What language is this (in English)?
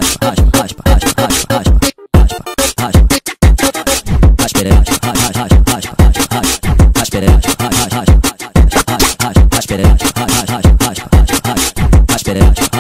Portuguese